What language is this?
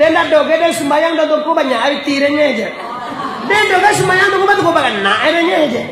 Minangkabau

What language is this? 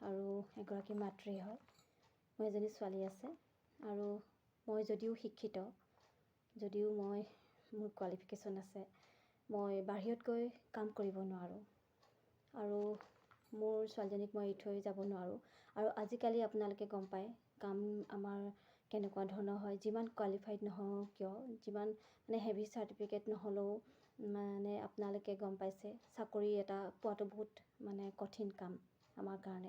Assamese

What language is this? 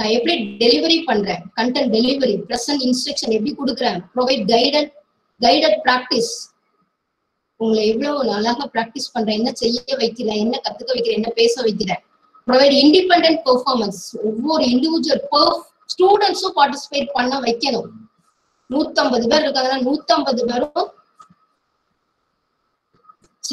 Tamil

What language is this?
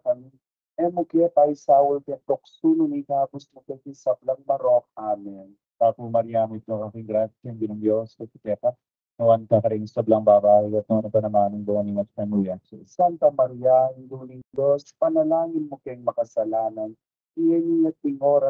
Pampanga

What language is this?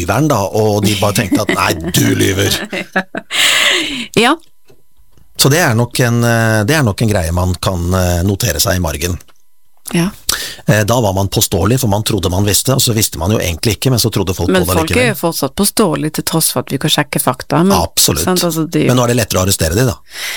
Norwegian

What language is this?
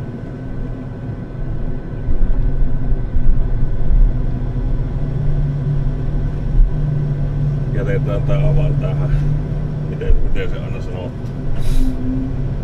Finnish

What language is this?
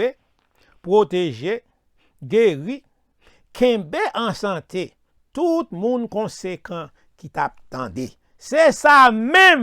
Haitian Creole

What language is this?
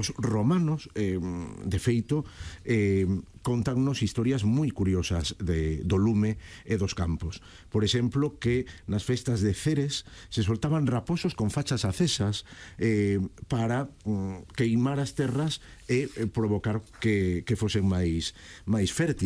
Galician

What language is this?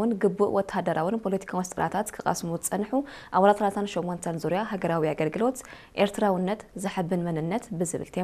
Tigrinya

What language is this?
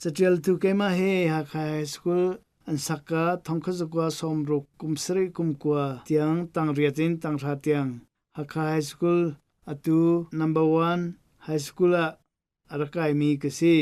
Hakha Chin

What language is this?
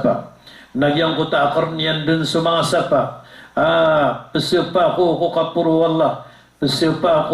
Maranao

